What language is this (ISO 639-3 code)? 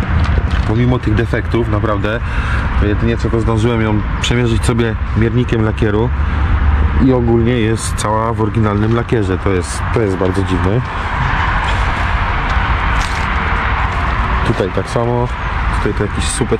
pol